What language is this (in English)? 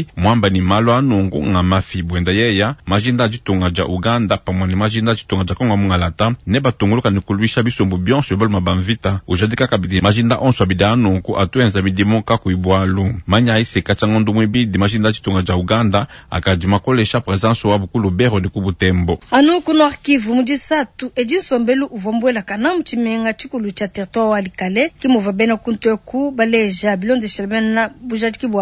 Luba-Lulua